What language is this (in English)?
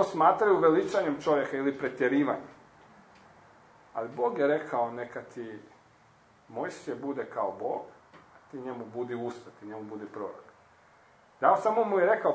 Croatian